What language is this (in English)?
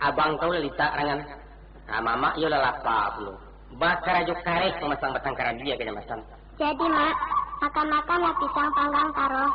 Minangkabau